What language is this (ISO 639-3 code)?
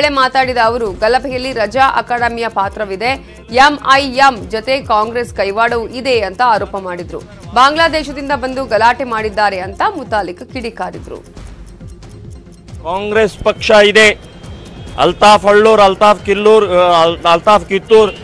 kan